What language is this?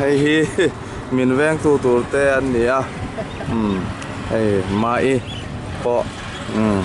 Mizo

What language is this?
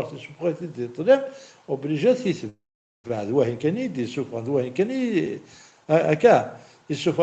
Kabyle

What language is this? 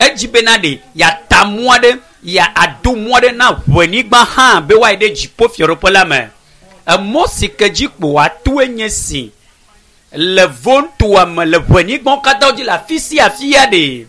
Ewe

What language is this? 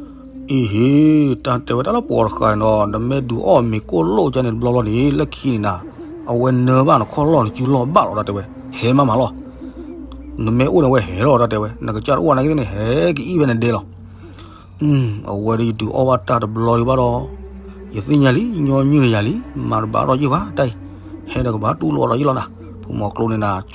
S'gaw Karen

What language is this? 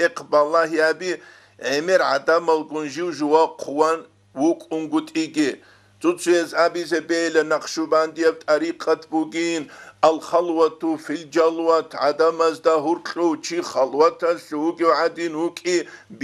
Avaric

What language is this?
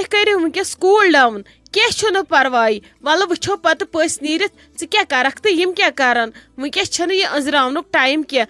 Kashmiri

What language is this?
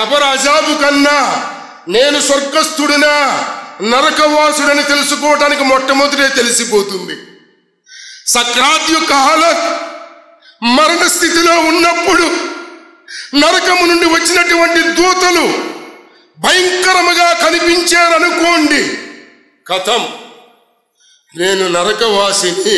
Telugu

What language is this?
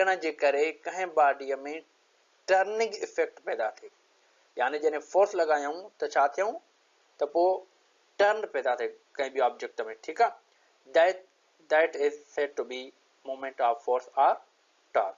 Sindhi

